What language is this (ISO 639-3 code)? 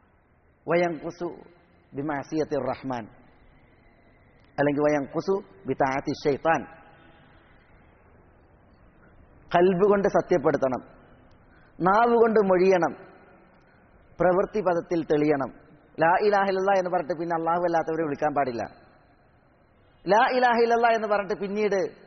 mal